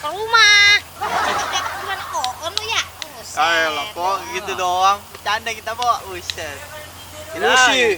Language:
Betawi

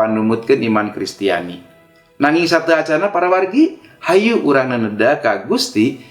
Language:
Sundanese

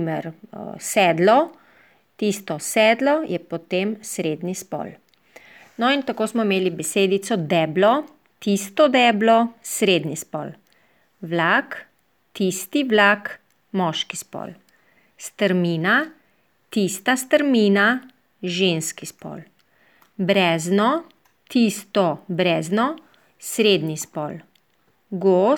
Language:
Slovenian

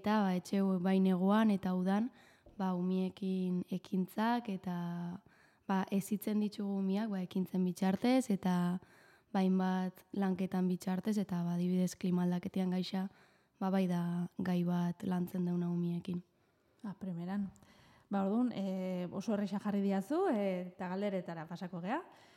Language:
Basque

